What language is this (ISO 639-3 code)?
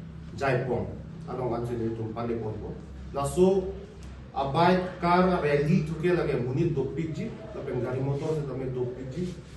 mjw